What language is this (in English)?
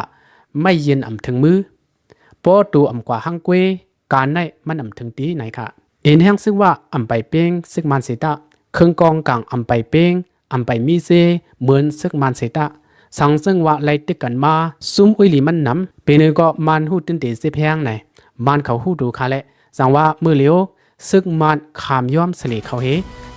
Shan